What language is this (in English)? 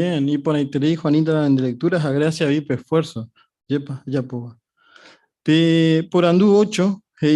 Guarani